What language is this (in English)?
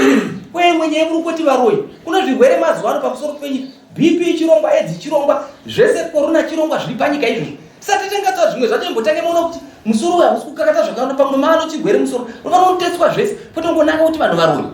Shona